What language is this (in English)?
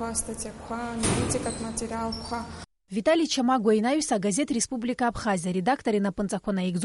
Abkhazian